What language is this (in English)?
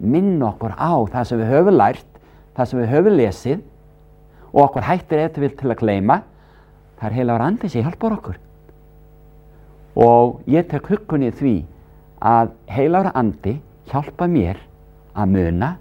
Icelandic